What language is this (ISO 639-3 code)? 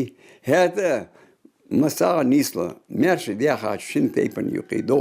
inh